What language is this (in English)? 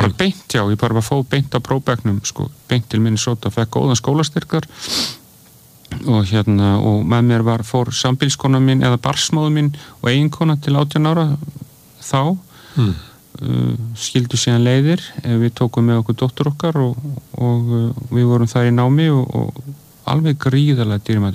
Icelandic